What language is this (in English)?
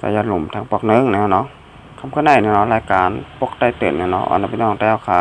Shan